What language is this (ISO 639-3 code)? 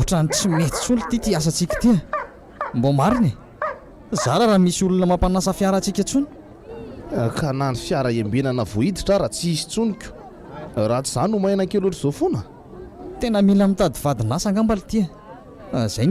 mlg